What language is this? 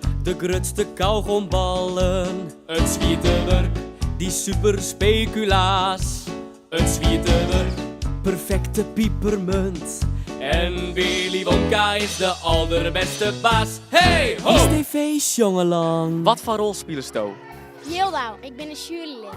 Western Frisian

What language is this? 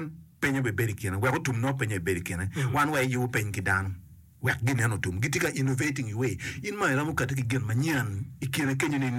Acoli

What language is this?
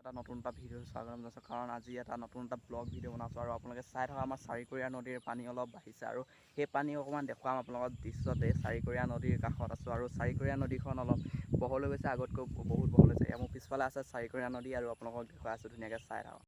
Assamese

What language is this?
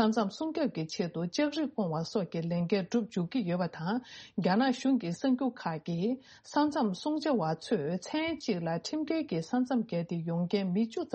Tibetan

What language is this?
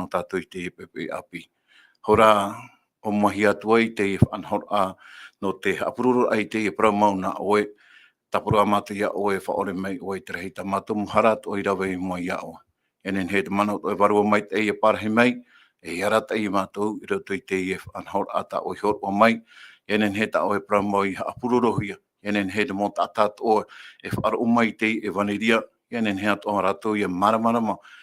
Tahitian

